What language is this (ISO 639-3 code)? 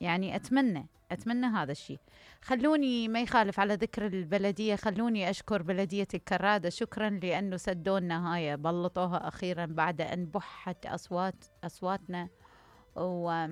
acm